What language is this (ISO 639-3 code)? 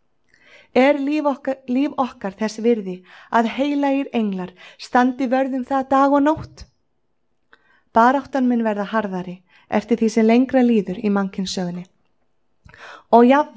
isl